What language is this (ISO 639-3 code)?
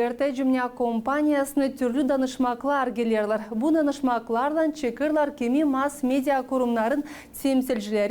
gag